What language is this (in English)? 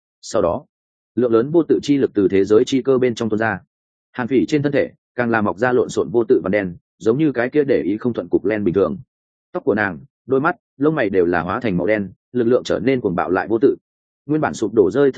Vietnamese